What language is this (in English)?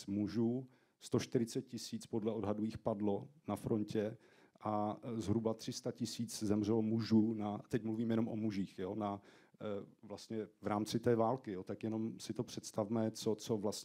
Czech